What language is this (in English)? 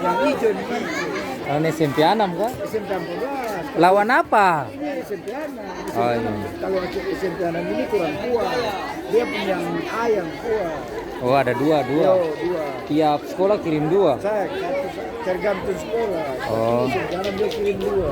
Ambonese Malay